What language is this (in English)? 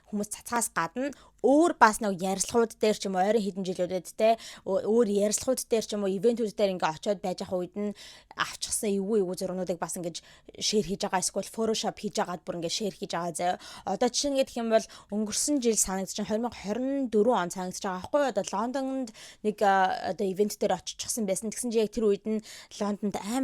Mongolian